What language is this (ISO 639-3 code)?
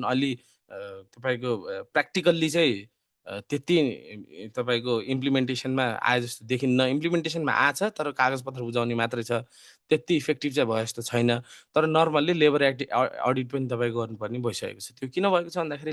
nep